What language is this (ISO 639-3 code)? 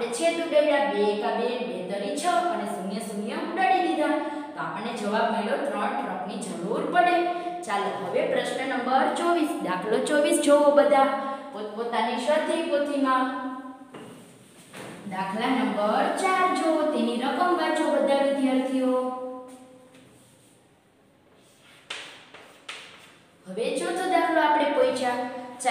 guj